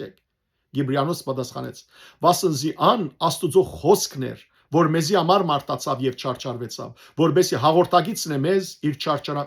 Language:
Western Armenian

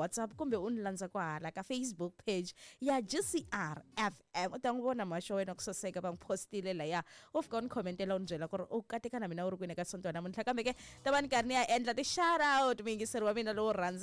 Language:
Tsonga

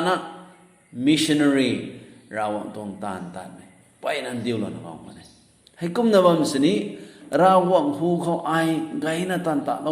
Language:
Rongmei Naga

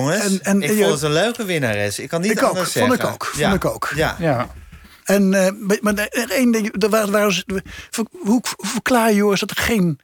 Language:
Dutch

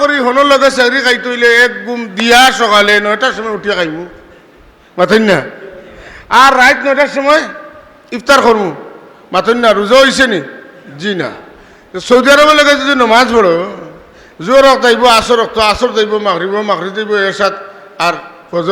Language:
Sylheti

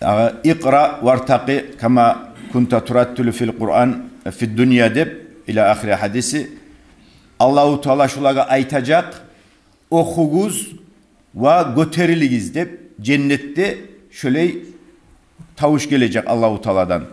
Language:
Kumyk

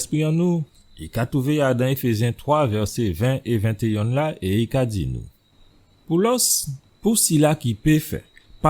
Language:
Guadeloupean Creole French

